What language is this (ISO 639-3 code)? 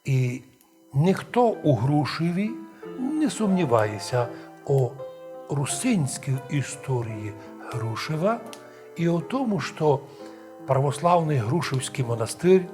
rue